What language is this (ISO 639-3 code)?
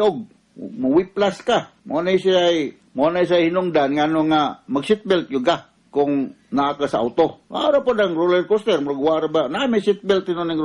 ceb